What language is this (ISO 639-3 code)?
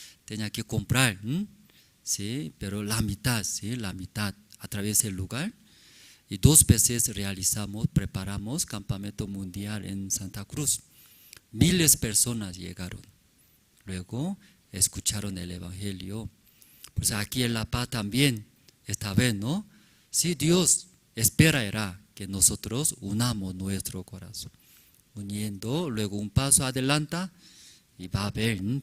aym